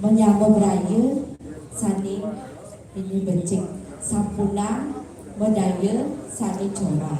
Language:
Balinese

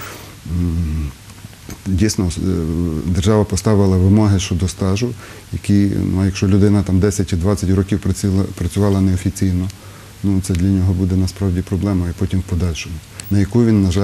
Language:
Ukrainian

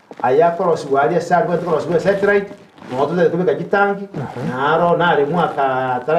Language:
Gusii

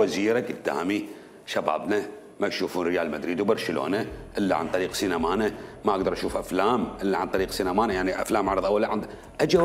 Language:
Mesopotamian Arabic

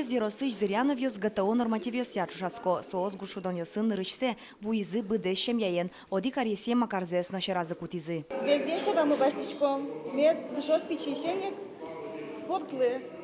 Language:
Udmurt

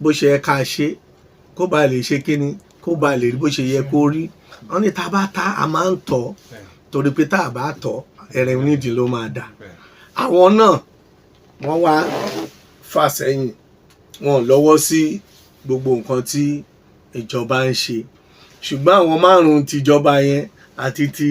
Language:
Yoruba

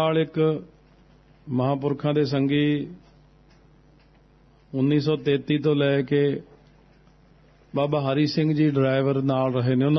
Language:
Punjabi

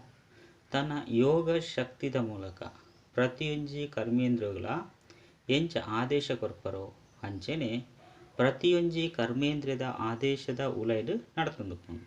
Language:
Tulu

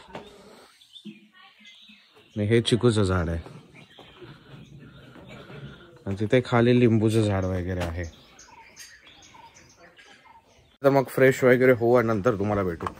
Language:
Marathi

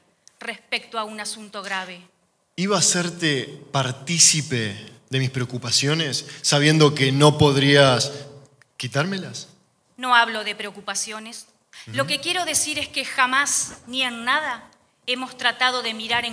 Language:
Spanish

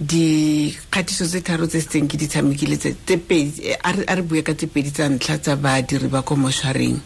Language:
Tswana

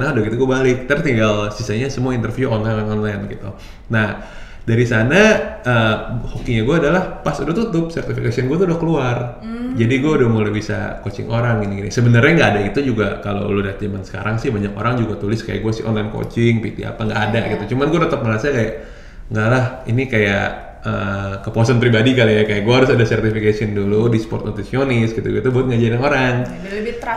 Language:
Indonesian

